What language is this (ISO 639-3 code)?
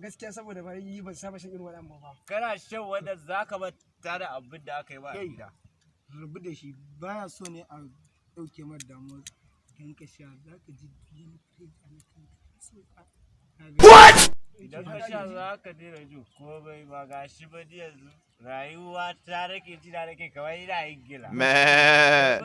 hau